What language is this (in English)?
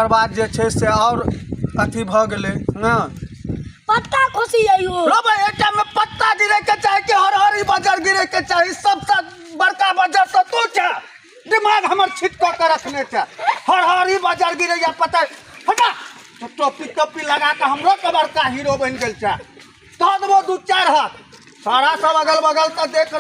Maithili